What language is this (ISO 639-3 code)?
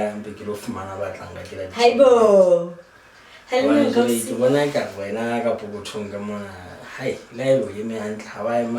sot